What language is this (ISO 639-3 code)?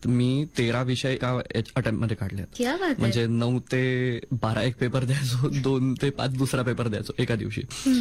mar